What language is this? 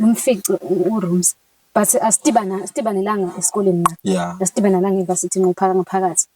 Zulu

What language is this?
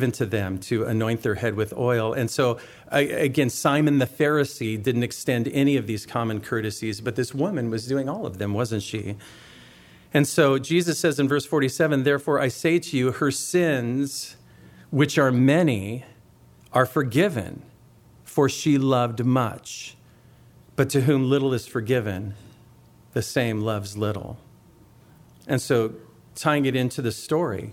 English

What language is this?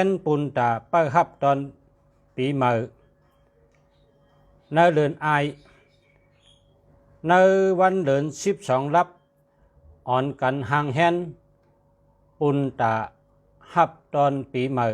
Shan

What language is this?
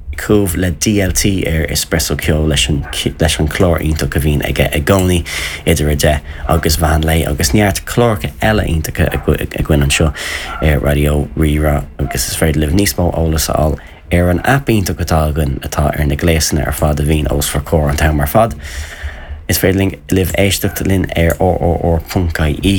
Irish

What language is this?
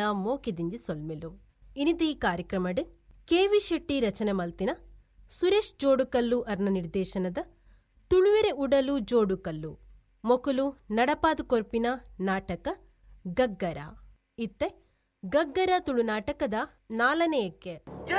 Tulu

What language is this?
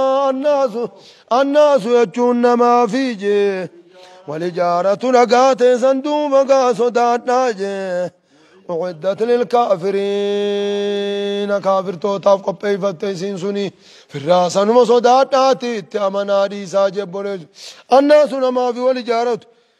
Oromo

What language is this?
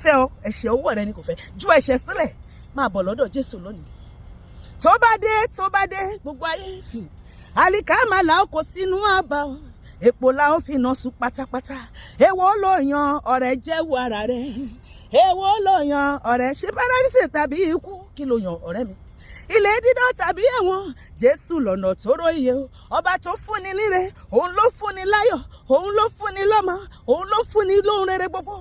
Yoruba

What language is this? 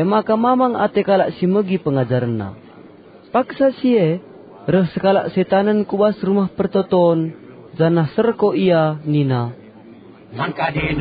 Batak Karo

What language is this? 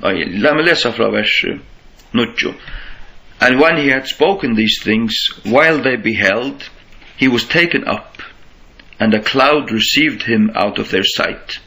Faroese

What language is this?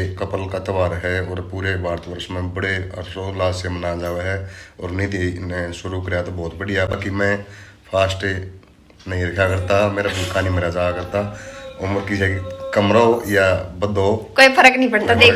Haryanvi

